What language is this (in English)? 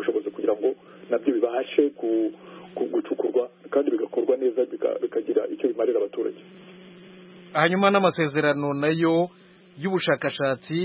Kinyarwanda